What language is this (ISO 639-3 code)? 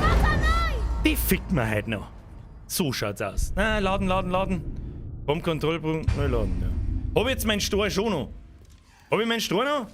bar